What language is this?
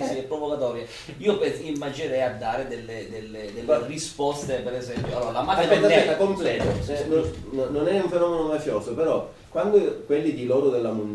Italian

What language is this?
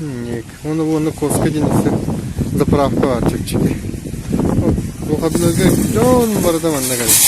Yakut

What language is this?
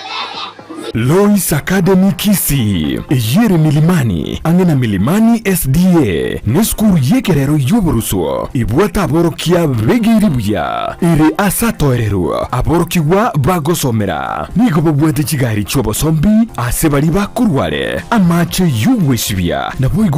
Gusii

